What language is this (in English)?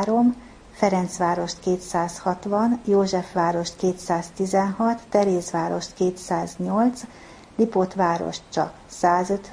Hungarian